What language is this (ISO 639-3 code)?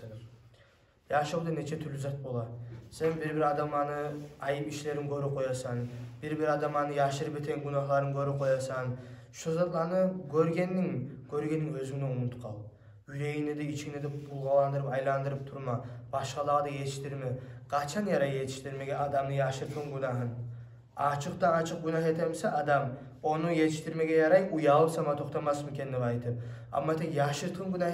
kum